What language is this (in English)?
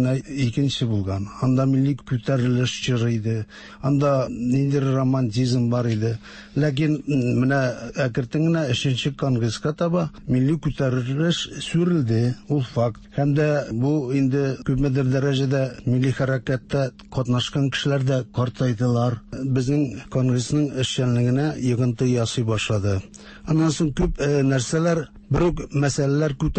Tatar